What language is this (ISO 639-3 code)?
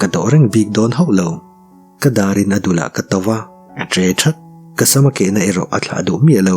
lus